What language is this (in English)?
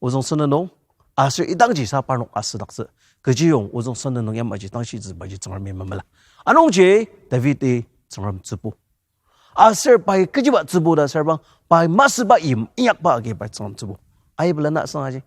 Ao Naga